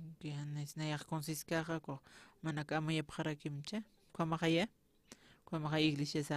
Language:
Aymara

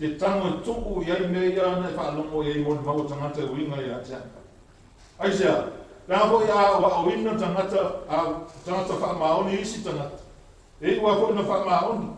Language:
Samoan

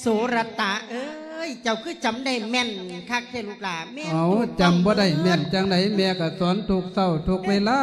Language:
Lao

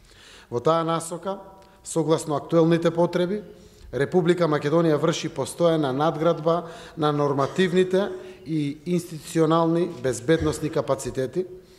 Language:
Macedonian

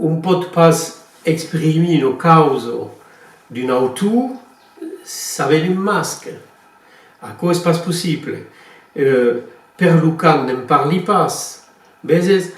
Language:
Occitan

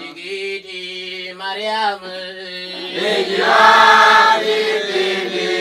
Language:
Luo (Kenya and Tanzania)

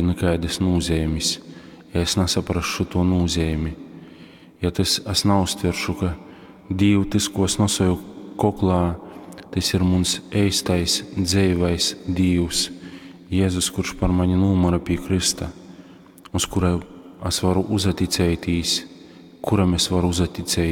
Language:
Latgalian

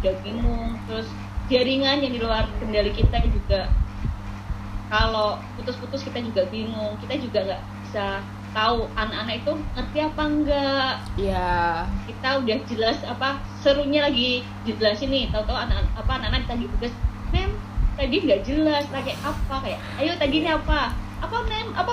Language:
Indonesian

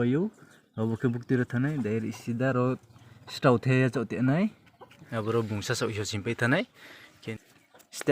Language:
Riang (India)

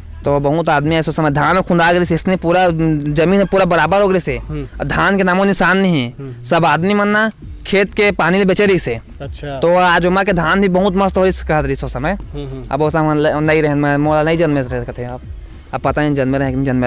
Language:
Chhattisgarhi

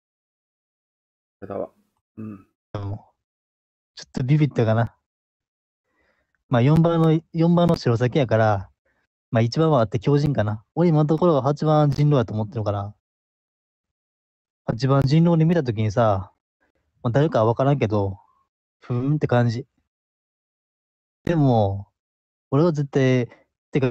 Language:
Japanese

